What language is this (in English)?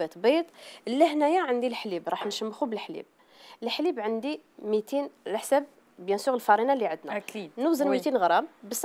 Algerian Arabic